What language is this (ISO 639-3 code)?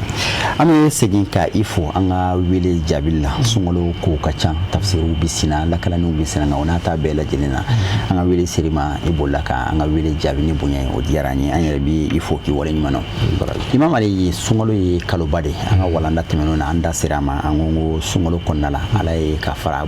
bam